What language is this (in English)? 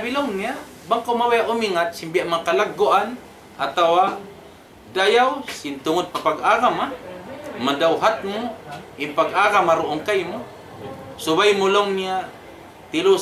Tausug